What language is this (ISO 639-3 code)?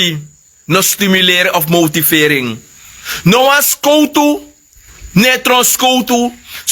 srn